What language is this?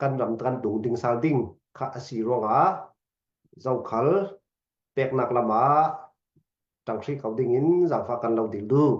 Falam Chin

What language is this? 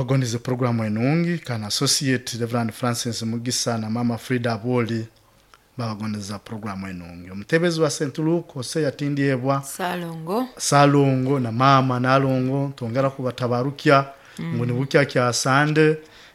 Nyoro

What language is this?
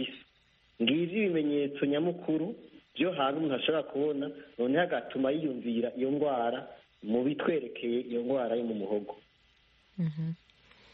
Kinyarwanda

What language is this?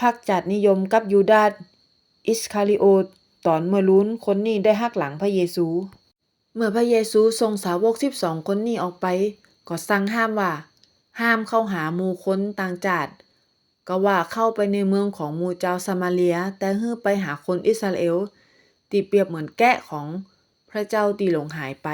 Northern Thai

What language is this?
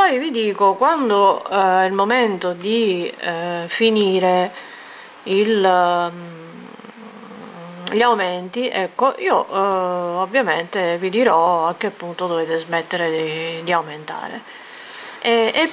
Italian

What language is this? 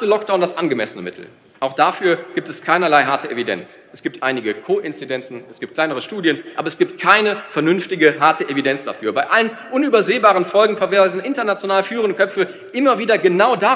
German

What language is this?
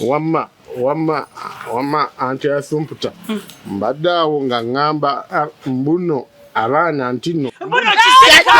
Ganda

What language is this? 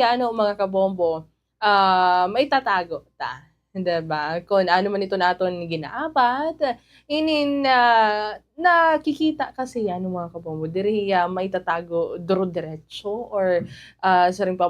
Waray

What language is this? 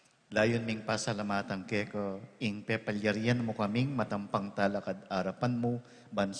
Pampanga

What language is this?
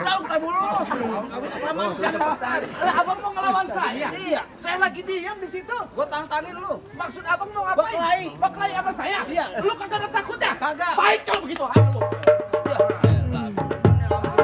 Betawi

